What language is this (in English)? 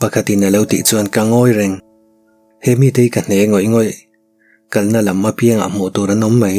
Mizo